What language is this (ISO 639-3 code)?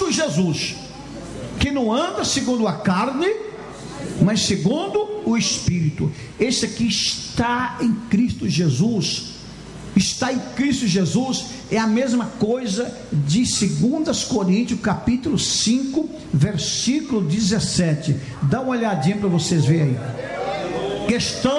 por